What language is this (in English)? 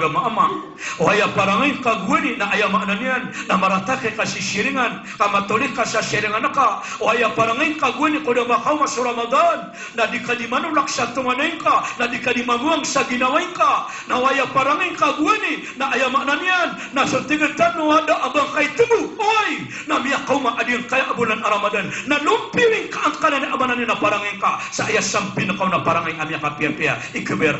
Maranao